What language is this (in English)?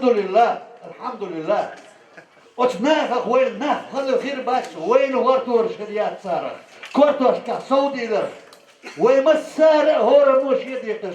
Chechen